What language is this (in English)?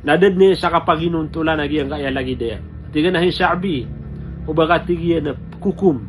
Maranao